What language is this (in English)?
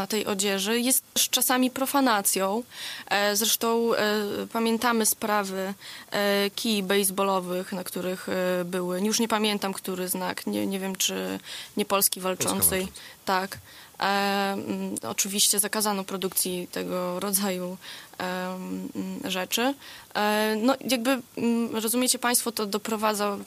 Polish